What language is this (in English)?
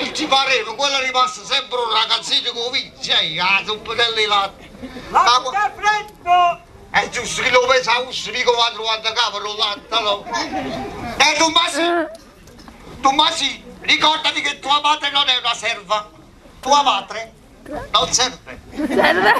Neapolitan